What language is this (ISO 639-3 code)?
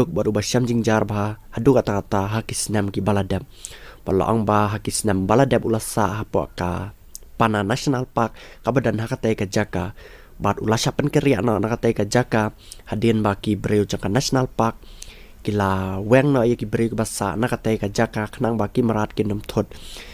kha